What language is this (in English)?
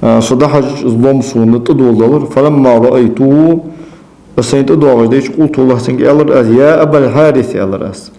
Ingush